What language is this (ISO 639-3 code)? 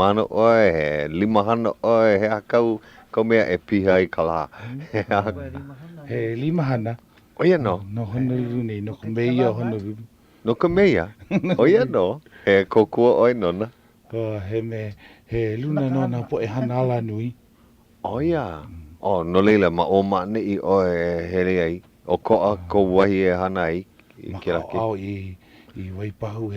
haw